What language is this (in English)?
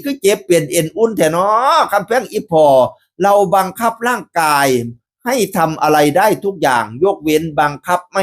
Northeastern Thai